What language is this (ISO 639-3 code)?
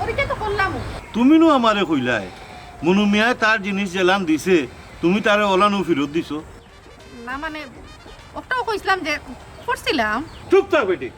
syl